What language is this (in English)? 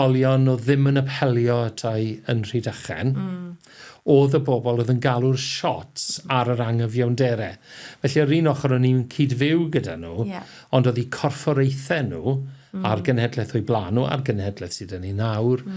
Welsh